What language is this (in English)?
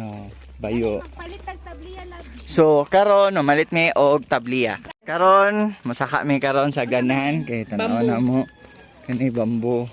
Cebuano